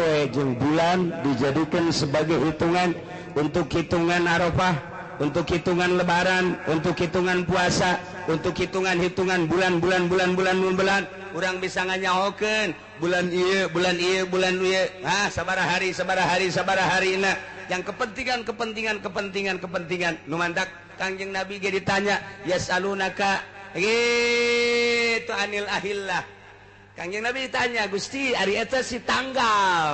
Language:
Sundanese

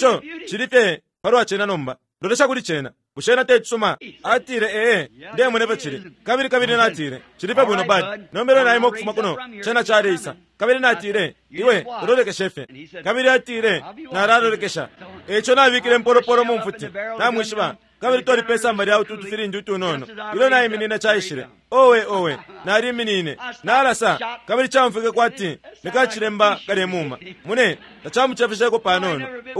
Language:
Bemba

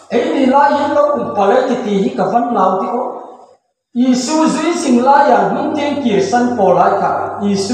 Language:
Hmar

